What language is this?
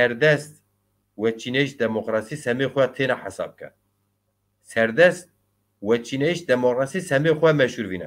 Zaza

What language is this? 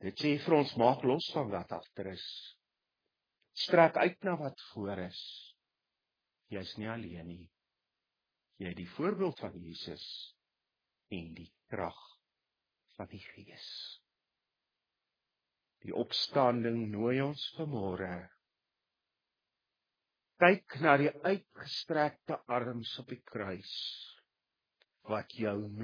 Afrikaans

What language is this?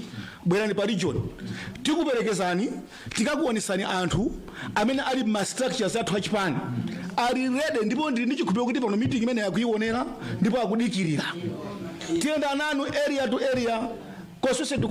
Nyanja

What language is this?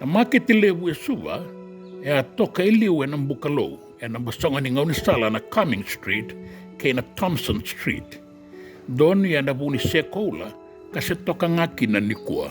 Fijian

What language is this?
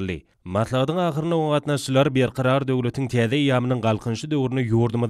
Turkmen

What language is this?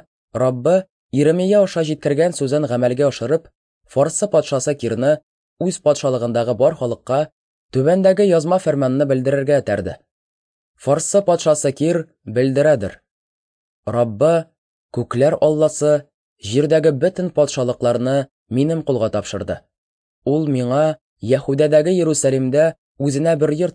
Tatar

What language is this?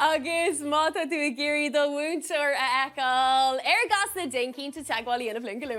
Irish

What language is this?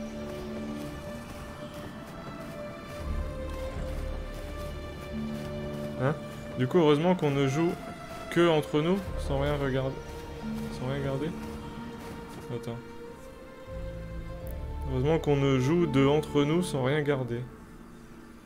French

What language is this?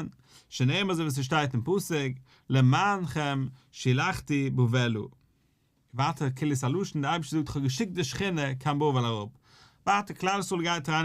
Yiddish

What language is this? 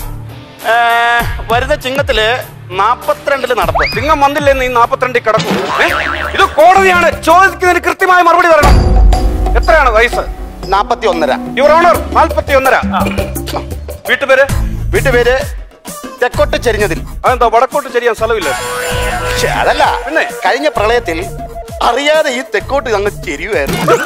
Malayalam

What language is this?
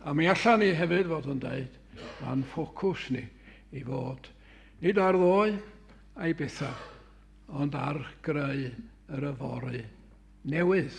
Welsh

